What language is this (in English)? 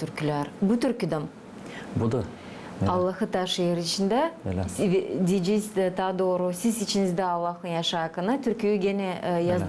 Gagauz